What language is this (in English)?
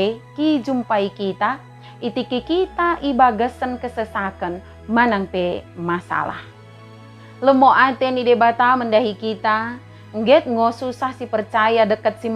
Batak Dairi